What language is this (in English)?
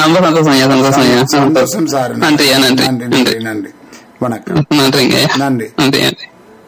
Tamil